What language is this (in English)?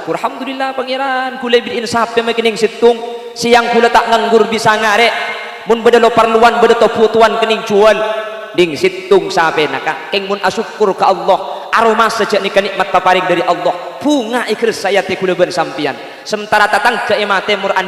Madurese